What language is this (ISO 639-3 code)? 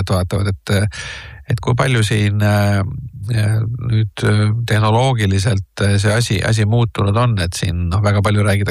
est